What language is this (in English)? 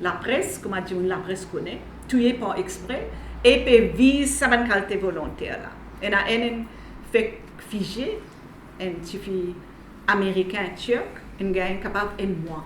Morisyen